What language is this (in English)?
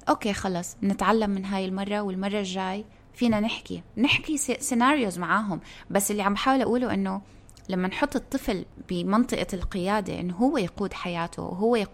North Levantine Arabic